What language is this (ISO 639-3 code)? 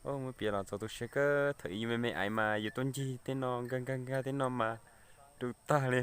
hmn